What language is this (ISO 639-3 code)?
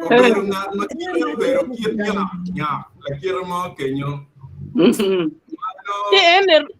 ach